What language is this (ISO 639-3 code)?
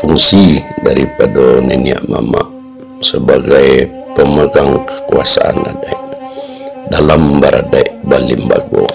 min